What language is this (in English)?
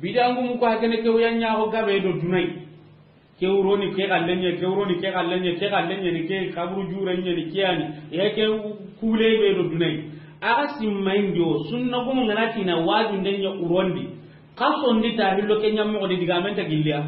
Soninke